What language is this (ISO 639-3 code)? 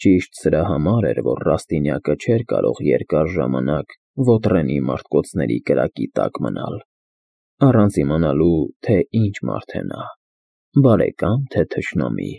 hye